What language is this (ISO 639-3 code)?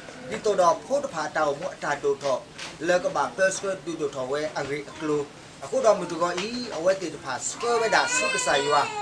ksw